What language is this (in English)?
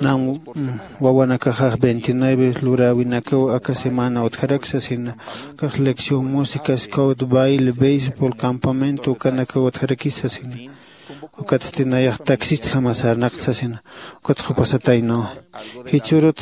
Aymara